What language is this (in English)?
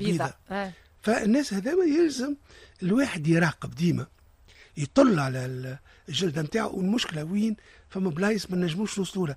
Tunisian Arabic